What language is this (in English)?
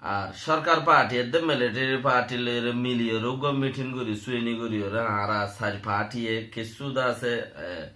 Rohingya